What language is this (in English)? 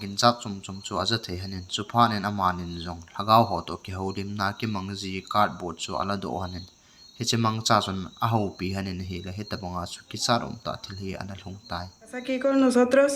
Thado Chin